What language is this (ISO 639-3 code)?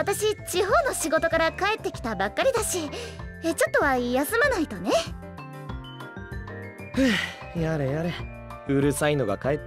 jpn